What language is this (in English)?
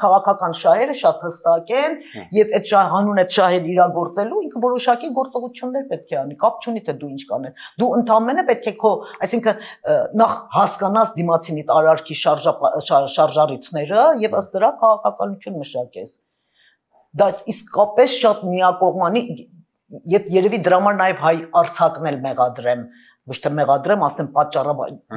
Armenian